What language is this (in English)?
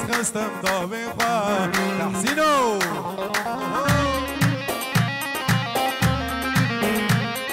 Persian